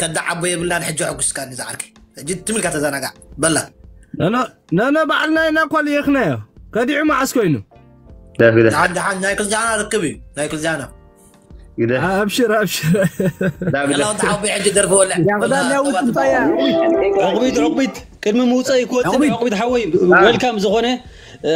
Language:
Tigrinya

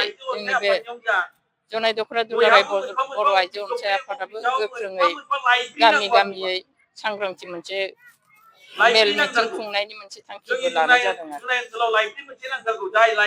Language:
Bodo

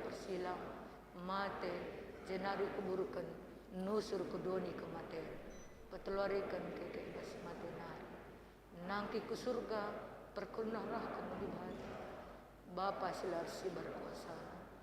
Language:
Batak Karo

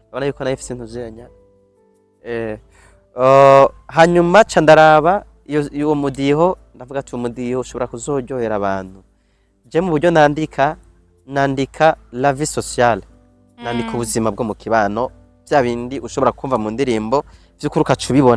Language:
Rundi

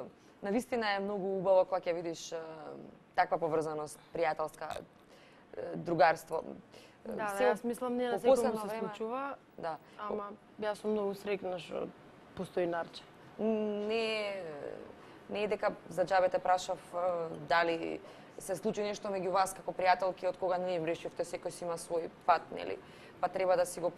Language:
Macedonian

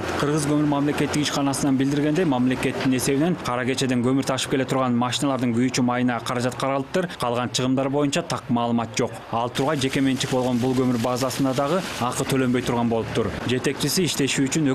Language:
Kyrgyz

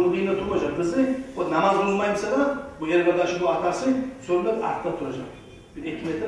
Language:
Kumyk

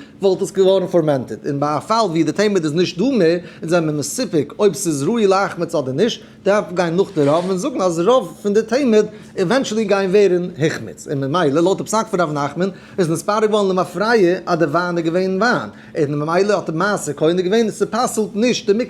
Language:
Yiddish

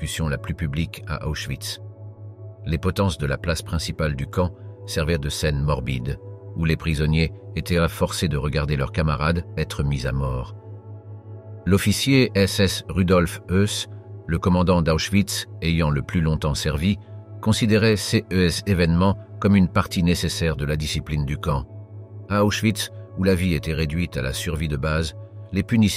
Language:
French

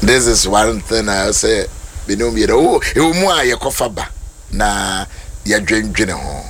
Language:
Akan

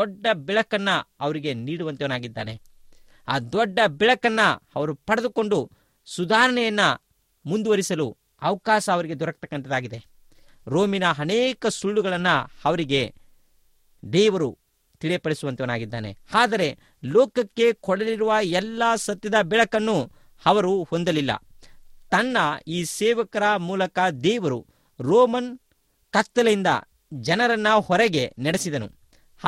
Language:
Kannada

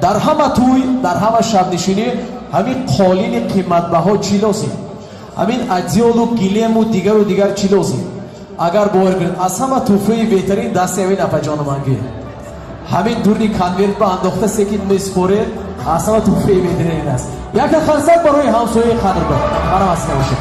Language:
Tajik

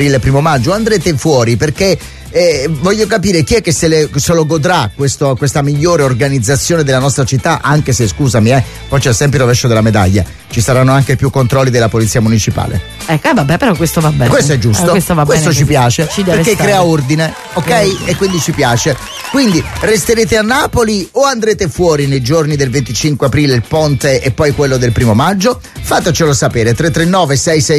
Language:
Italian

